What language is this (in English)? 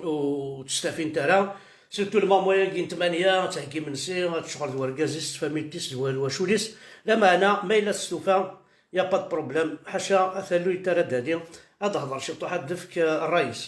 Kabyle